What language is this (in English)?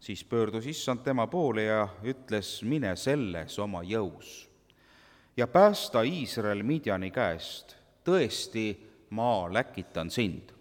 Estonian